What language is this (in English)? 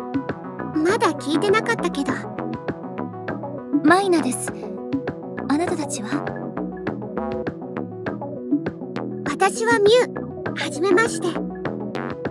Japanese